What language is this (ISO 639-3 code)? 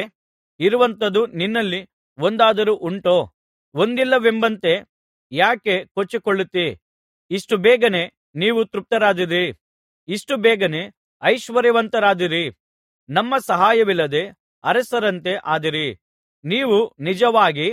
kan